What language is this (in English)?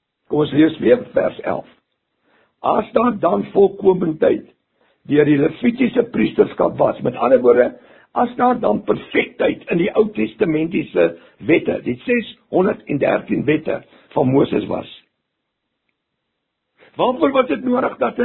Afrikaans